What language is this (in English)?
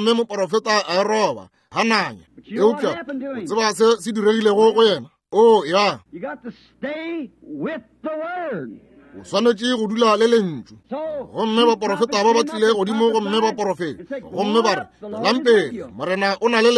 Northern Sotho